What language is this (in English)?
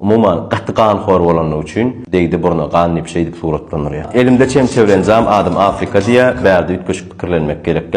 Turkmen